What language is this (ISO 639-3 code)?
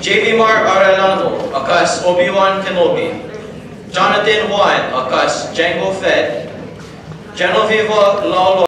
ilo